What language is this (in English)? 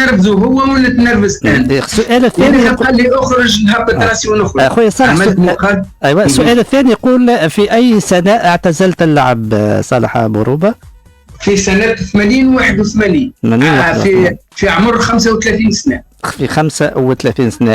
Tunisian Arabic